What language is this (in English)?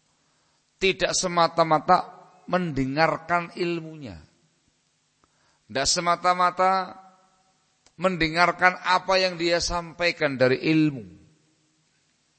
Indonesian